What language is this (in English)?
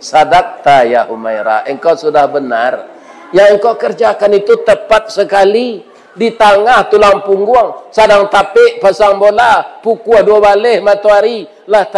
Minangkabau